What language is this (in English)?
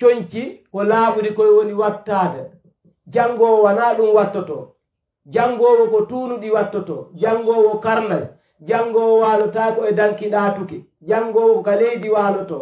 Pular